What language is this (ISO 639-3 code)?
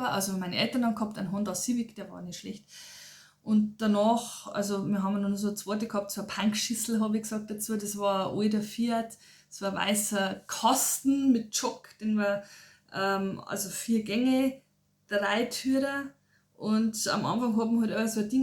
bar